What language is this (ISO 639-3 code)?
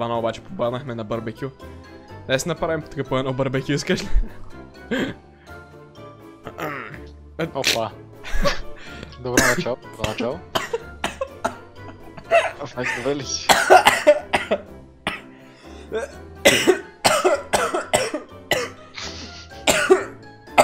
bul